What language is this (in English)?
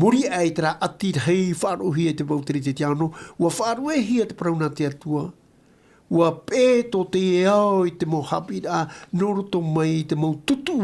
Tahitian